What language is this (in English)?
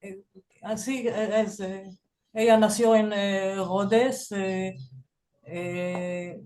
Ladino